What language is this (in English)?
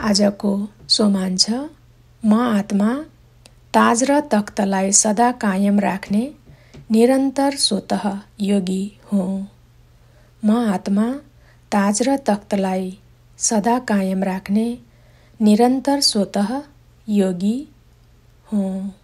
Nepali